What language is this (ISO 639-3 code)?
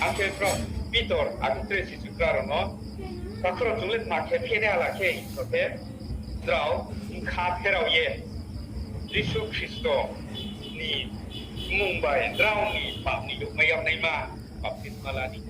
ria